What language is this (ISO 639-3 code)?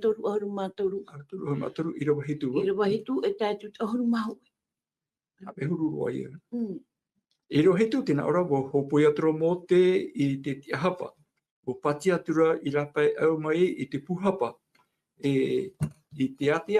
tah